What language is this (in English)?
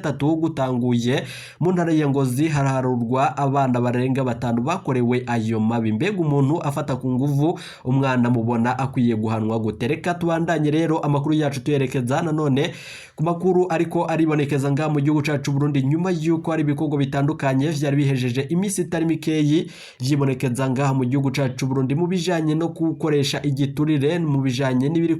Rundi